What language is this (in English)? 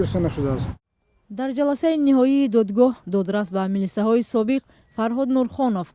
Tajik